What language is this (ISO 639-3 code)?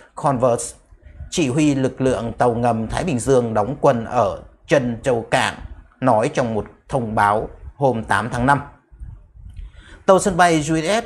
vie